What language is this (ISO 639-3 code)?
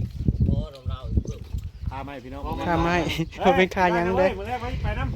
tts